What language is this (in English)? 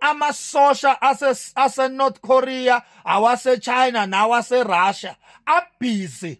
Zulu